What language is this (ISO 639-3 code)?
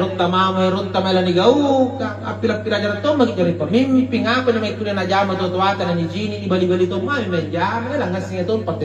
mak